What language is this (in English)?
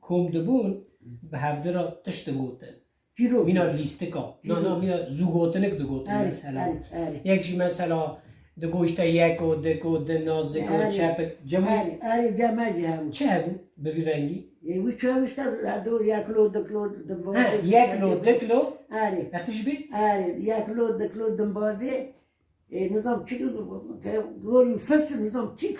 Kurdish